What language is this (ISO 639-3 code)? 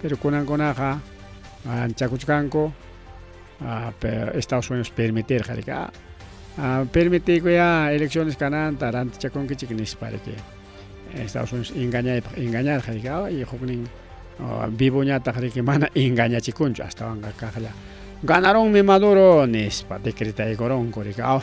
quy